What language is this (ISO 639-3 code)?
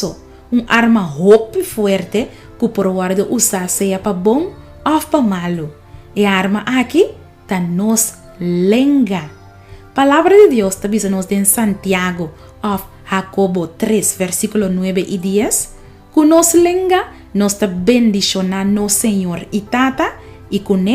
pap